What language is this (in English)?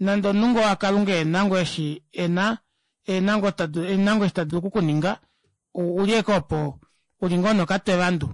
Kuanyama